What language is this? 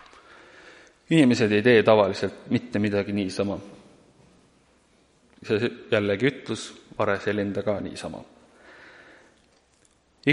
Estonian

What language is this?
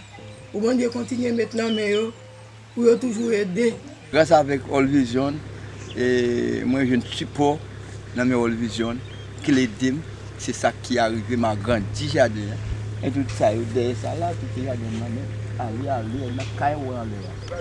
Haitian Creole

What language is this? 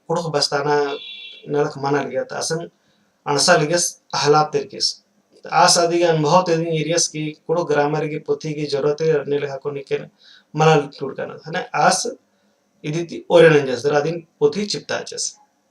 Kurukh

